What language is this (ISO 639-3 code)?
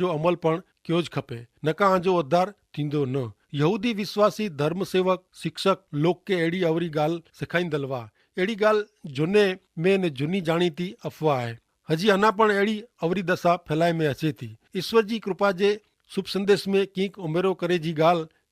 kfr